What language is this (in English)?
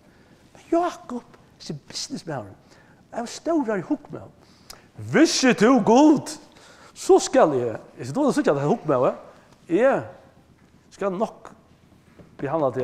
Faroese